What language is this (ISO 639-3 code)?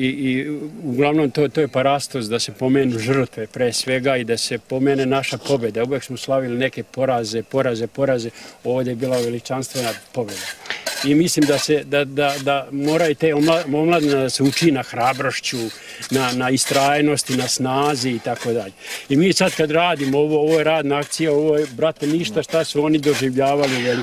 srp